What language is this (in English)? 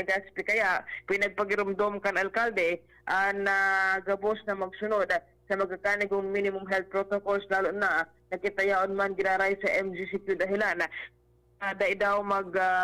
Bikol